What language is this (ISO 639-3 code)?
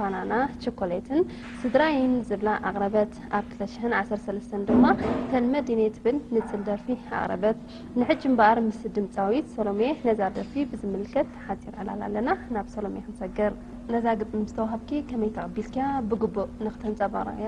tir